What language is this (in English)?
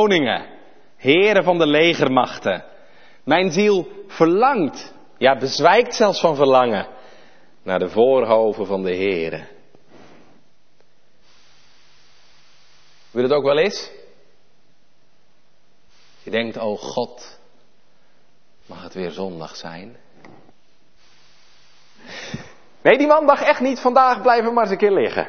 Dutch